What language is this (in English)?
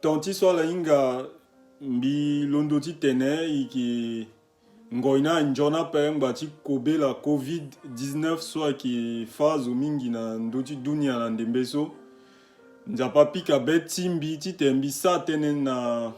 Sango